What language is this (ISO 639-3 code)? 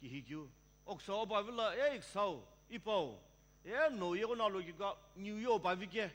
nsm